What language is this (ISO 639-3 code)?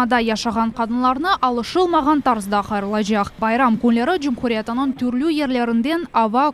crh